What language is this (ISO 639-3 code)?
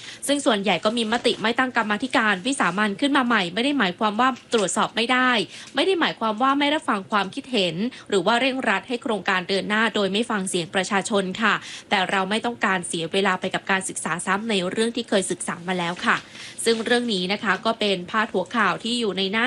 tha